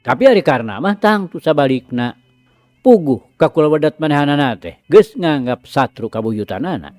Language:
Sundanese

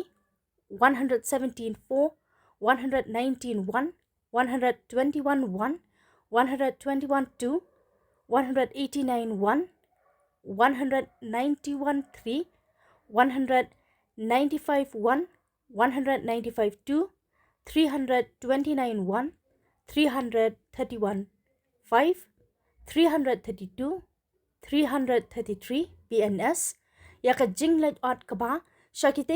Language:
Khasi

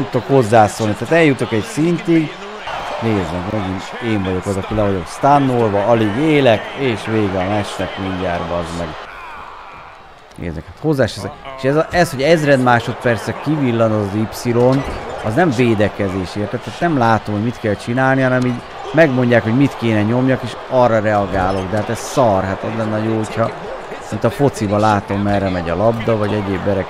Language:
Hungarian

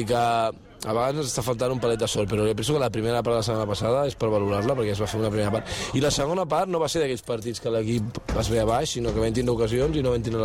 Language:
Catalan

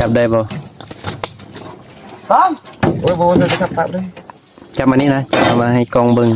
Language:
Northeastern Thai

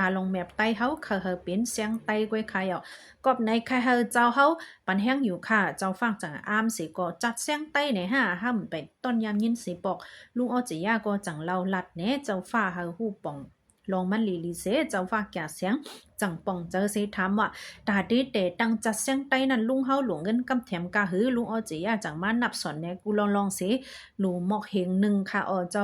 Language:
Shan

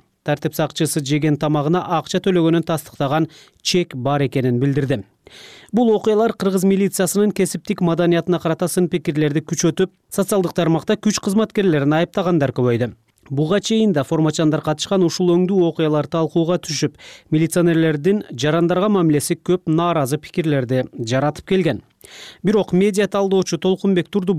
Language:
Kyrgyz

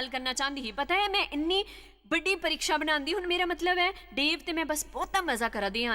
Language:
Dogri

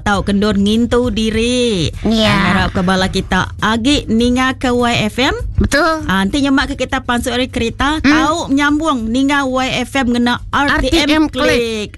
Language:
Iban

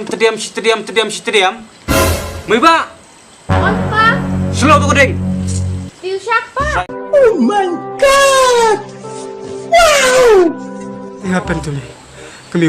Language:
Khasi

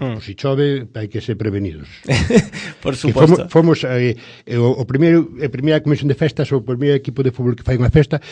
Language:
Galician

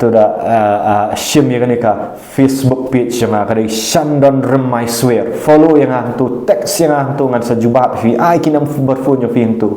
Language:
Khasi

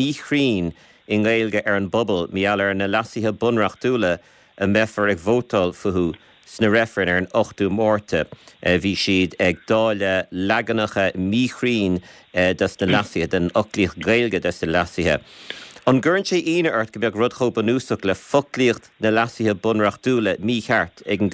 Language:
Irish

